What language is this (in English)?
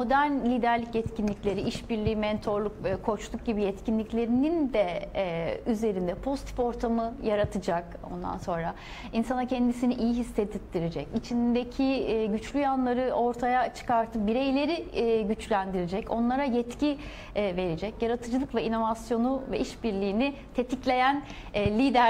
Turkish